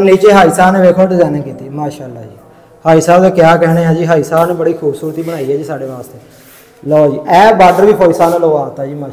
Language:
Punjabi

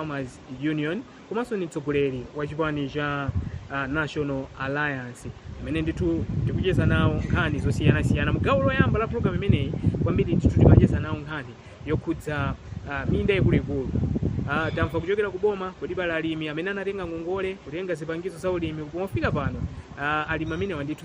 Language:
Nyanja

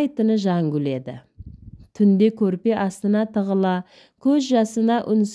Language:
Kazakh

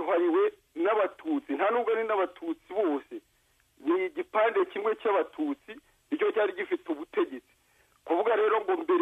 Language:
Kinyarwanda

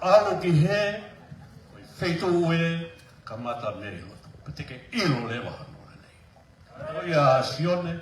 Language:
Tongan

